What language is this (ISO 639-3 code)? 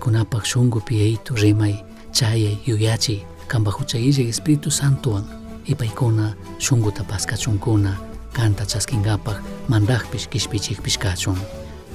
qug